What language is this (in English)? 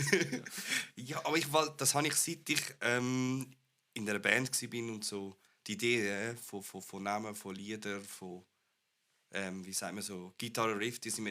Swiss German